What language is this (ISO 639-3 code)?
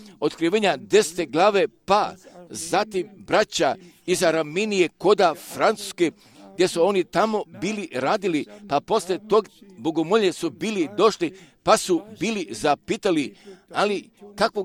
hrv